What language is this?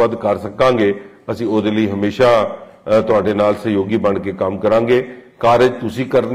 Punjabi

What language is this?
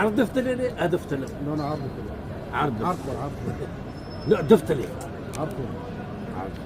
Kurdish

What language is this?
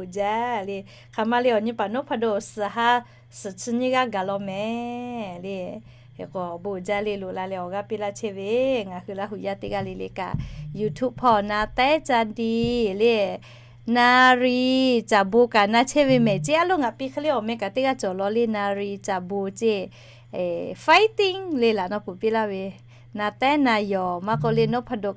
Lahu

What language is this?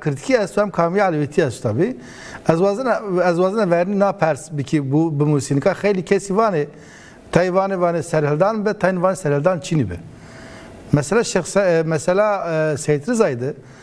Zaza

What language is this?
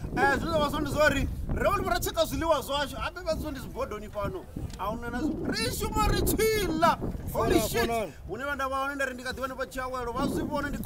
Venda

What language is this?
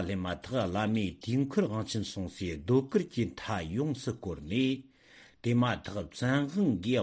Tibetan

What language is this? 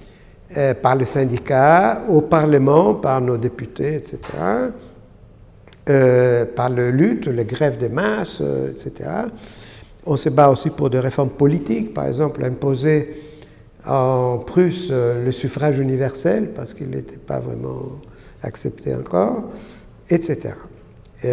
French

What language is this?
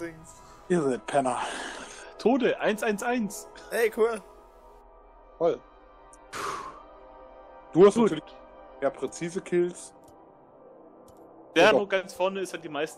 German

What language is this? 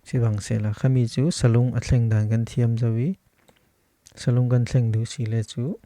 Falam Chin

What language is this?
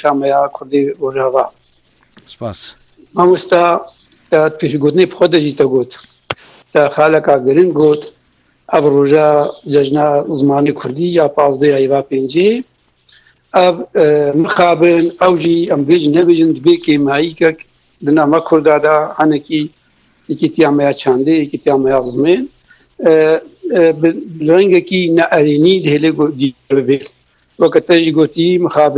Kurdish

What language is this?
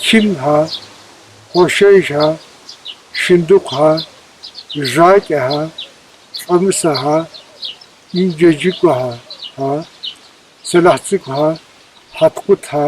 Kabardian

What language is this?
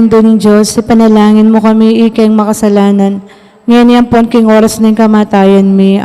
Pampanga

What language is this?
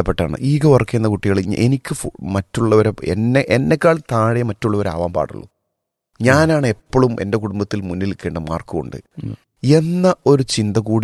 Malayalam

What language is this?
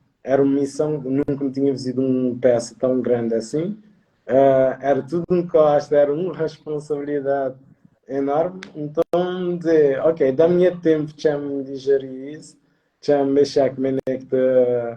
Kabuverdianu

